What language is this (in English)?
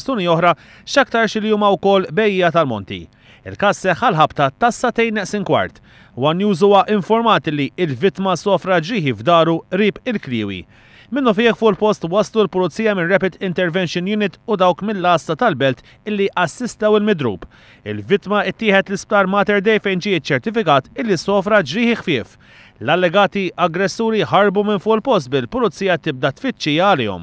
Maltese